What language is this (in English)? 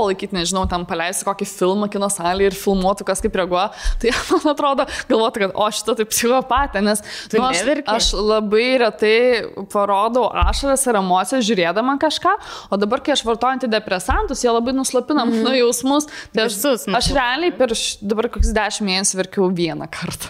Lithuanian